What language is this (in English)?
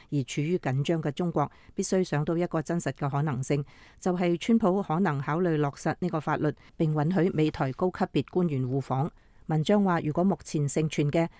Cantonese